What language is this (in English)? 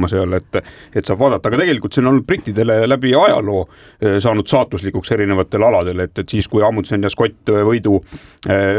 Estonian